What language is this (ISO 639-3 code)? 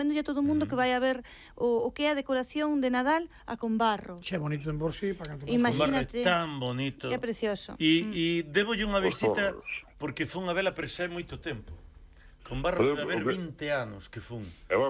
glg